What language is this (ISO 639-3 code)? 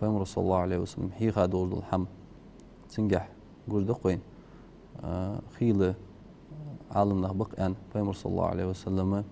inh